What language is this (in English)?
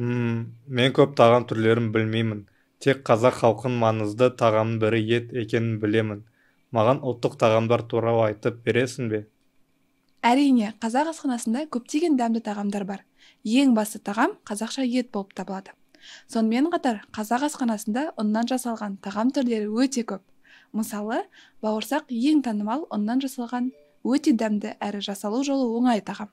Kazakh